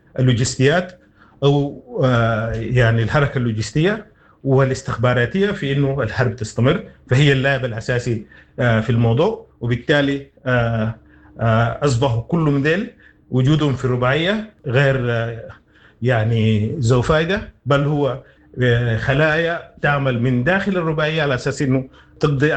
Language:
Sudanese Arabic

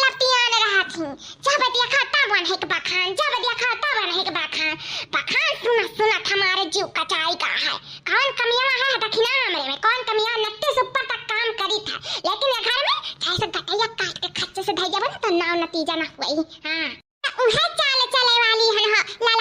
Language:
Awadhi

